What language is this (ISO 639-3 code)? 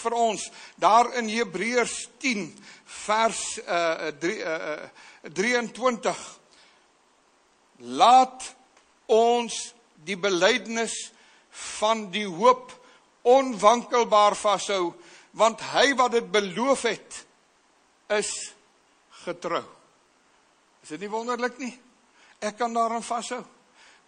afr